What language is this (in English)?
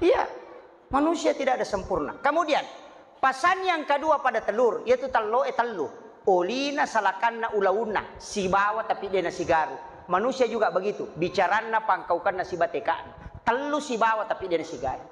Buginese